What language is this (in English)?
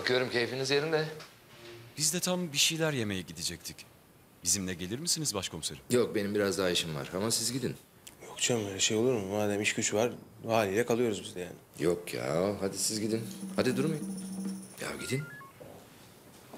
Turkish